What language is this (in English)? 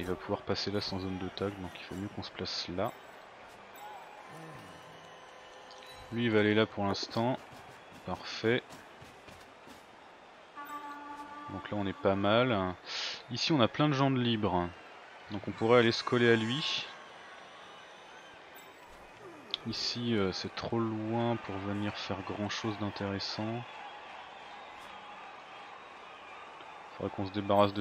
French